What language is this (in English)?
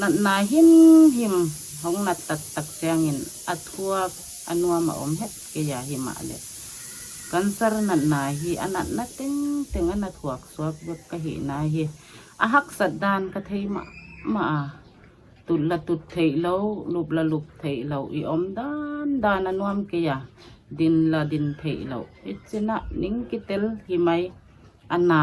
Paite Chin